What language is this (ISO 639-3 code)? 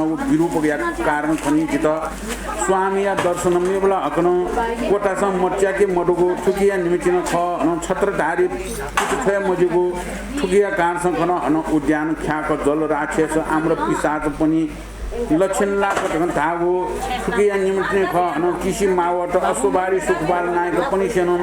new